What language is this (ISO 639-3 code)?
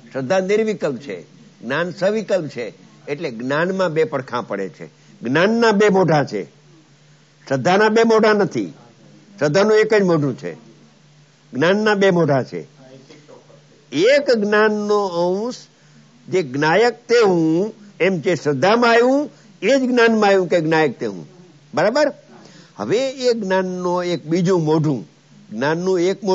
guj